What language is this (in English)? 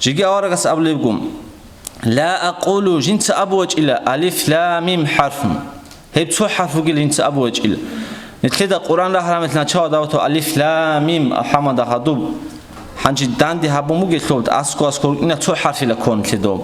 Avaric